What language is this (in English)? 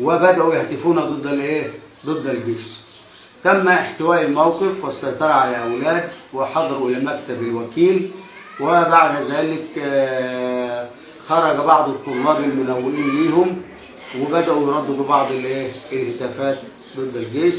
Egyptian Arabic